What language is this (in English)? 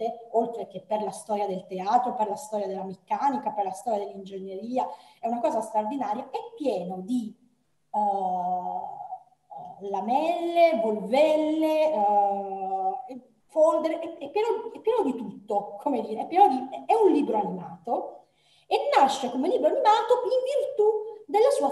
Italian